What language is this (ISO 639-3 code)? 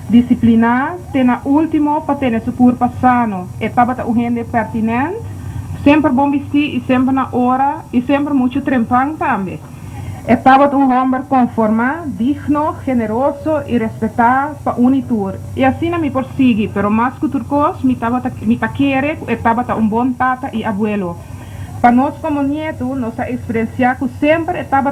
pap